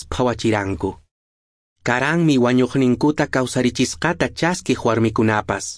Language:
Quechua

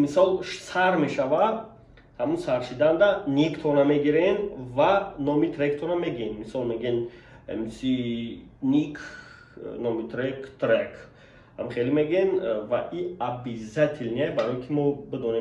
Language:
Tajik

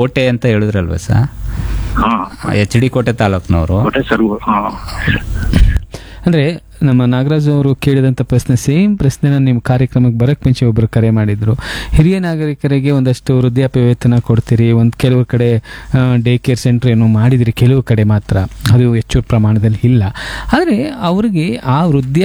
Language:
Kannada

